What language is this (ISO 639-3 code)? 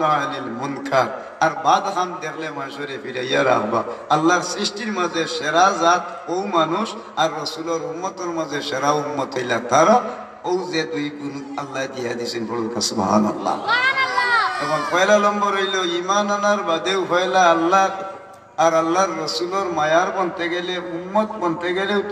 syl